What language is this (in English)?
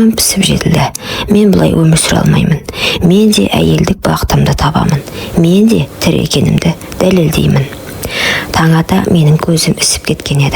Kazakh